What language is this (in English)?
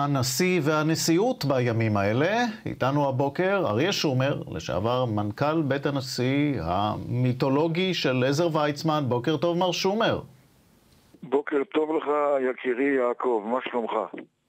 Hebrew